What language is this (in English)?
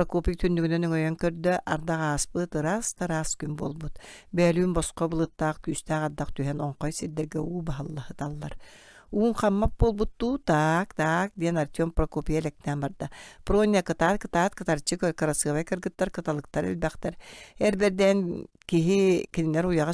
Yakut